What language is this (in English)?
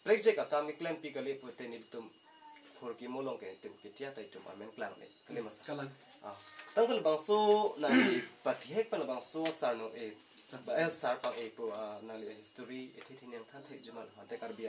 Karbi